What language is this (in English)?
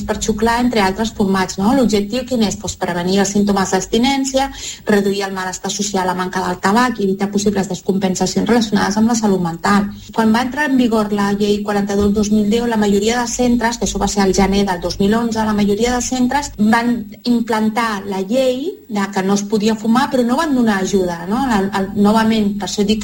Catalan